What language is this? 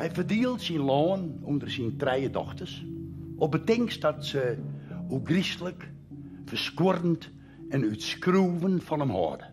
Western Frisian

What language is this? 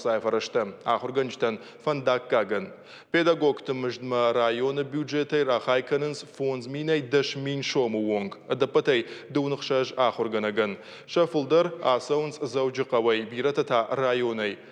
Ossetic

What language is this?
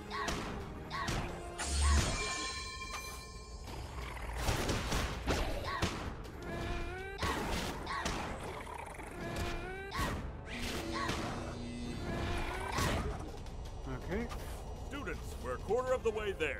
English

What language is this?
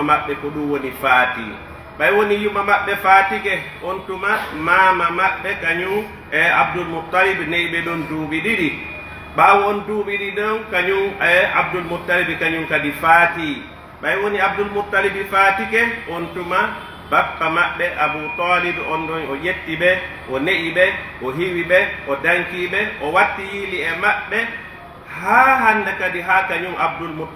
Pular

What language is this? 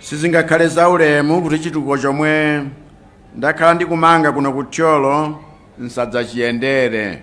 Nyanja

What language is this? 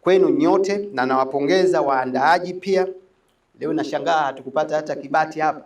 Swahili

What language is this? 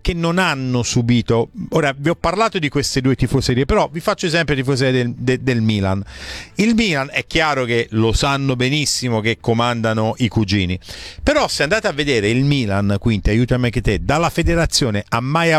Italian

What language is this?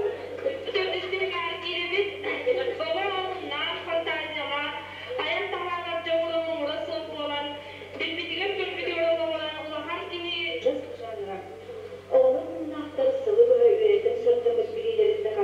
Yakut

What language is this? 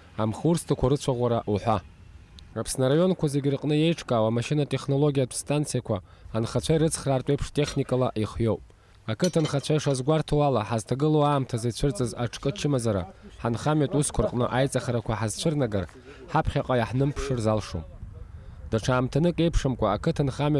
Abkhazian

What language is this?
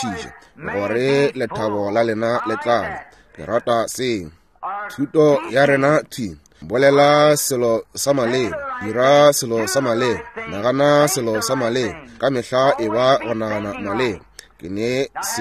Northern Sotho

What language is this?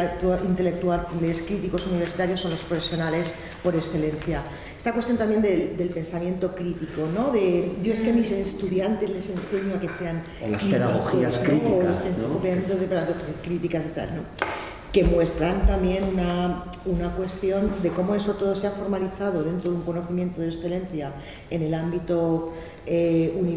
Spanish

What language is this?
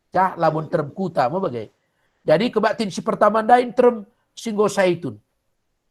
Batak Karo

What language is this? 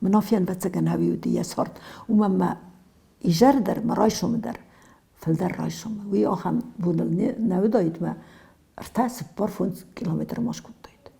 Ossetic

